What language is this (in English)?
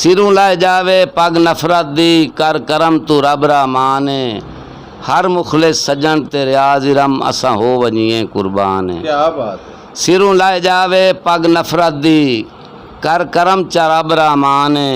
Saraiki